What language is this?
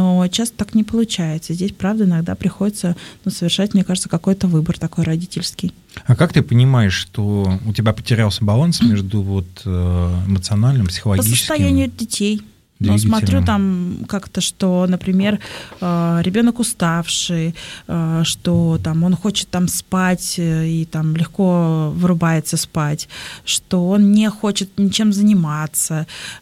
Russian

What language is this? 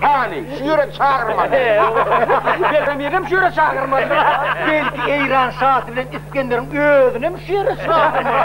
Turkmen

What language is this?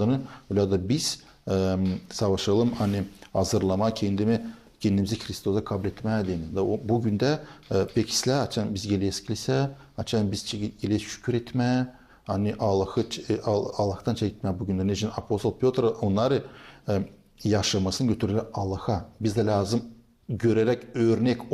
Gagauz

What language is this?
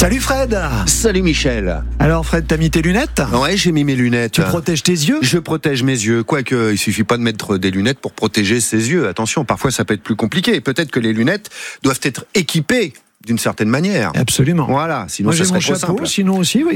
French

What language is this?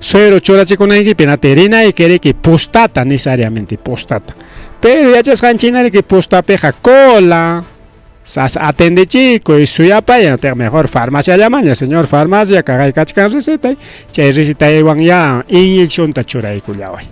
Ayacucho Quechua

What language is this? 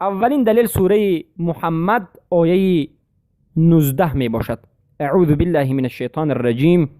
Persian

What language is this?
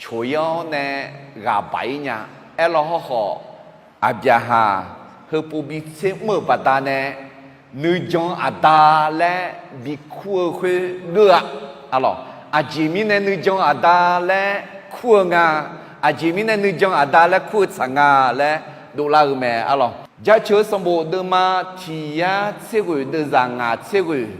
Akha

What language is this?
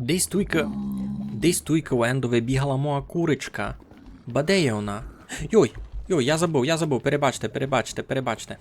Rusyn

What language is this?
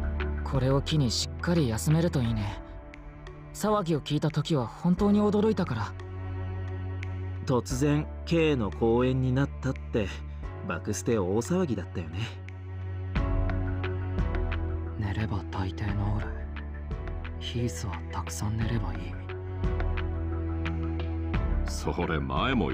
Japanese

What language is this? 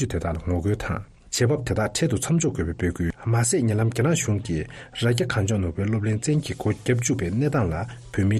Tibetan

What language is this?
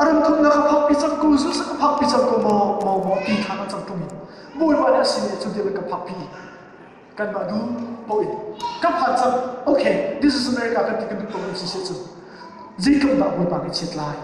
Hakha Chin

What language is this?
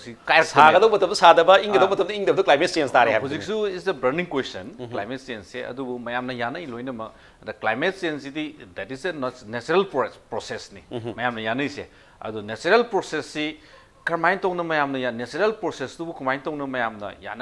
Manipuri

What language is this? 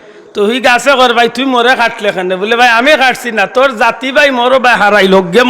Sylheti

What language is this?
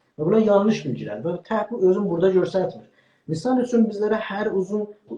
South Azerbaijani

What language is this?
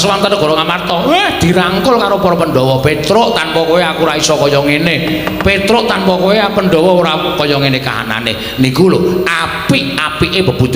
Javanese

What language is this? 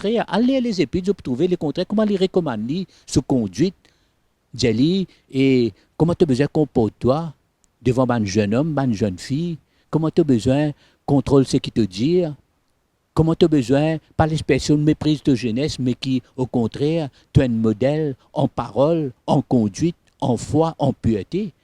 Morisyen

